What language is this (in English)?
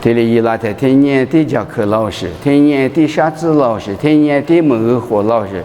Lisu